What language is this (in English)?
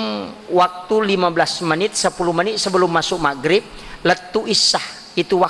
Buginese